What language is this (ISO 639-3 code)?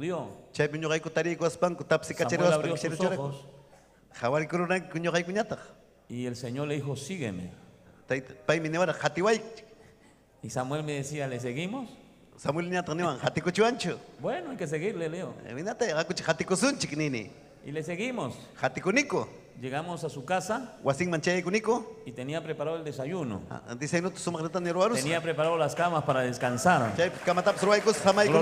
quy